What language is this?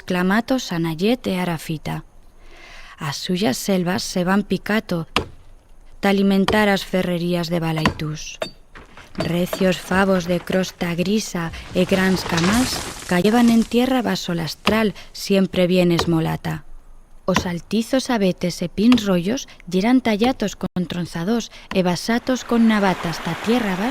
Aragonese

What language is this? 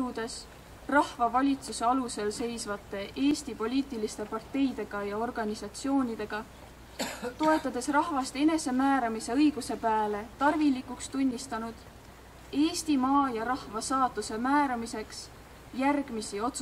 Estonian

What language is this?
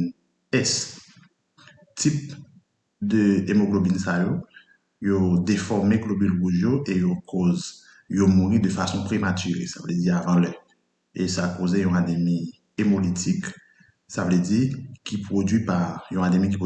Haitian Creole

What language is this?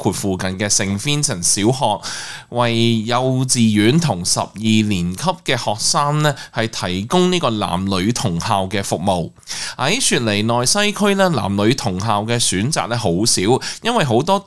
Cantonese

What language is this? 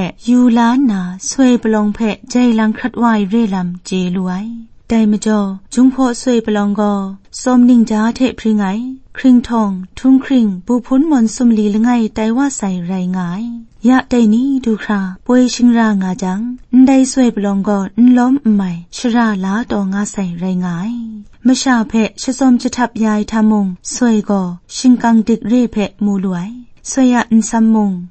Kachin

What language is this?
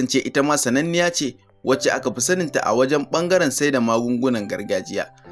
Hausa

